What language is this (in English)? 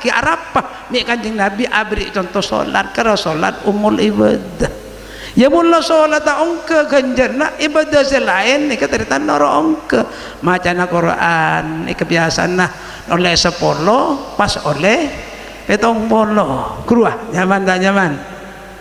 Madurese